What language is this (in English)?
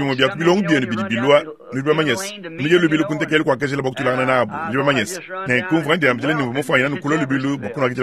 Luba-Lulua